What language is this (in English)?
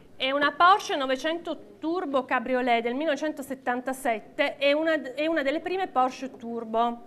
Italian